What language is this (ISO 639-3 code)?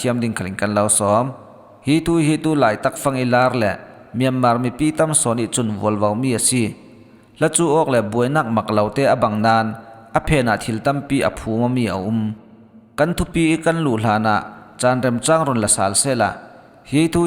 cfm